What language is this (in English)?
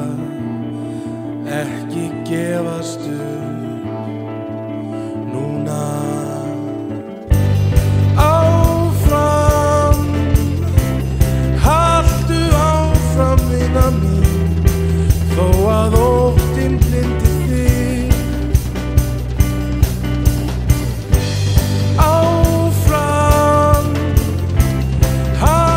Icelandic